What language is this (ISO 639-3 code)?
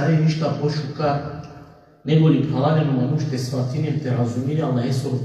rmn